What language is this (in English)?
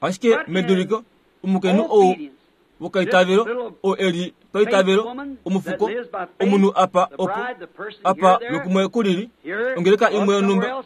Kuanyama